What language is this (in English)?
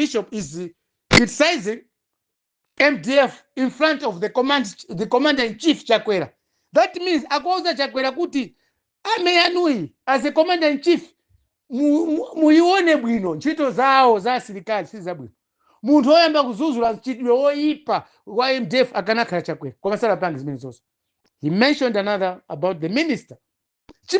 Nyanja